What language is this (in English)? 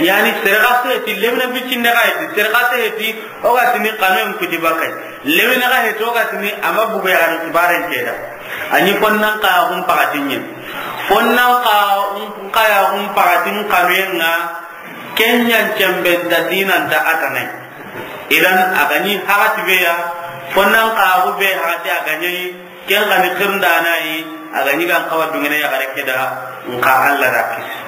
Soninke